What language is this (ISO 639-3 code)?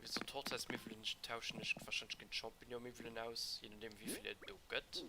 ltz